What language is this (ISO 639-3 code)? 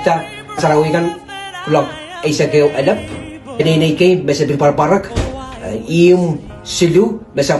pon